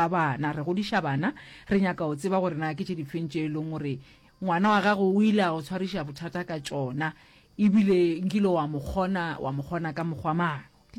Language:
Northern Sotho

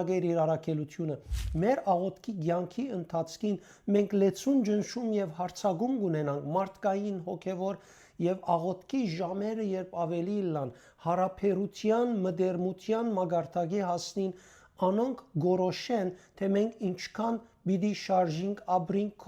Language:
Western Armenian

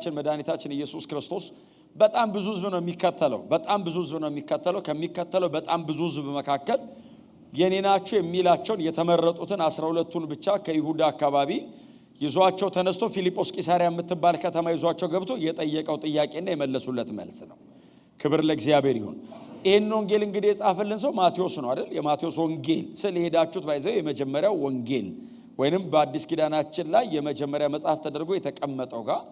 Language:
Amharic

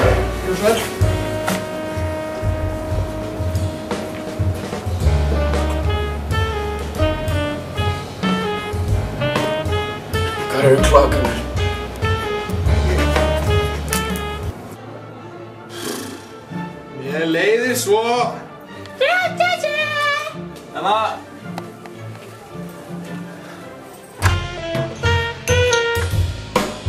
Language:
Icelandic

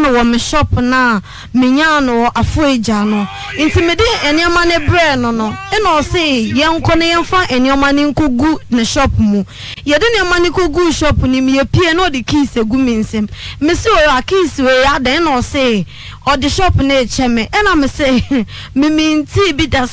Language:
Akan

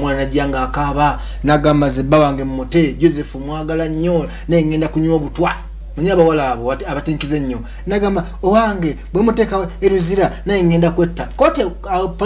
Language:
Ganda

